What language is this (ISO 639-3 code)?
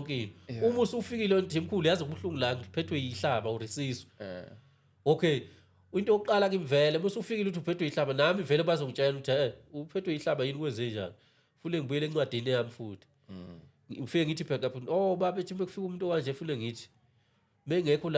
zul